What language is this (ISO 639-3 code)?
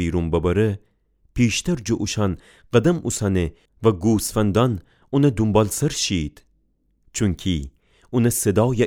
glk